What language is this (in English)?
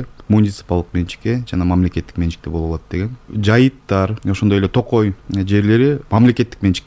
Kyrgyz